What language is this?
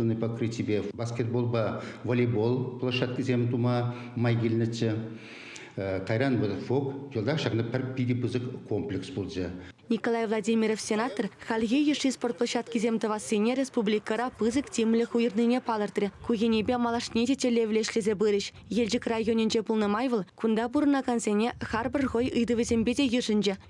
Chuvash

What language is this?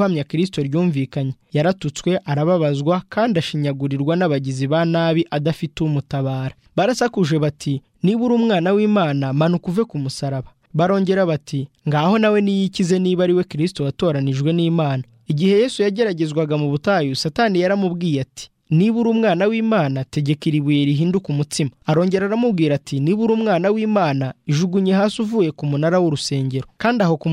Kinyarwanda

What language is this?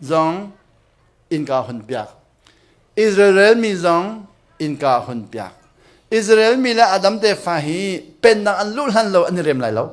Hakha Chin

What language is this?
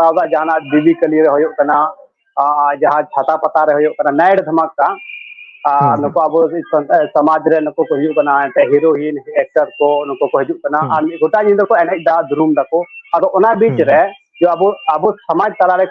Santali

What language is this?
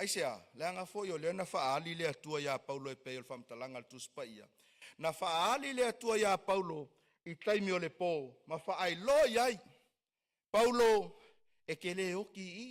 Samoan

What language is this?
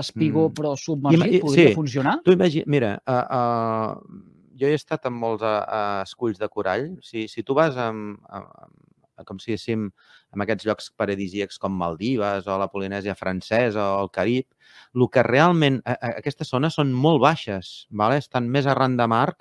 Catalan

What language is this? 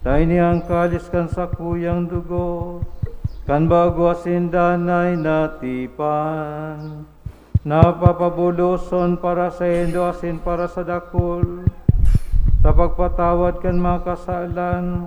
Bikol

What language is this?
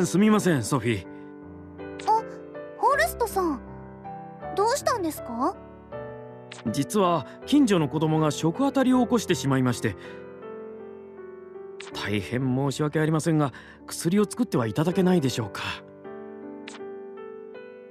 Japanese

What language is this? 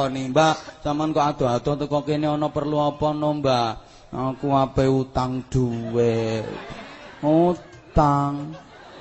Javanese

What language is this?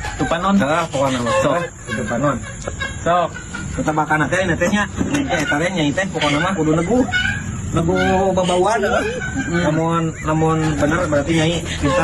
Sundanese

